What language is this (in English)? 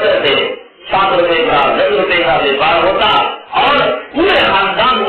Urdu